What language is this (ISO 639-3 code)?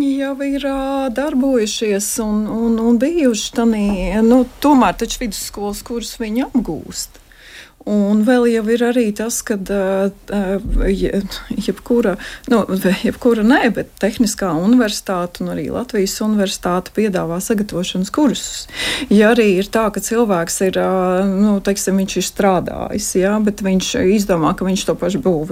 lav